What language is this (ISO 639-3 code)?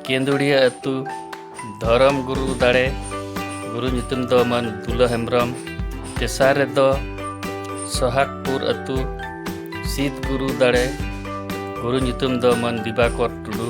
sat